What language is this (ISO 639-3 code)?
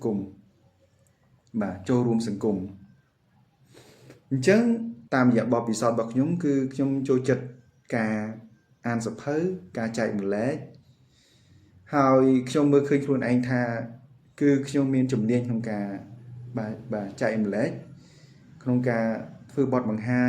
khm